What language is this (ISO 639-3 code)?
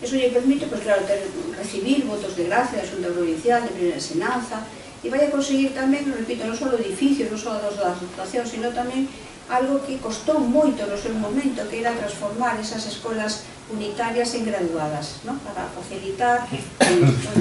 glg